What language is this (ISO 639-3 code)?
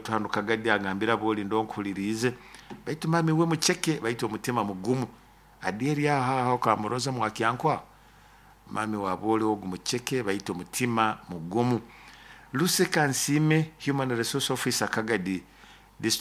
nyo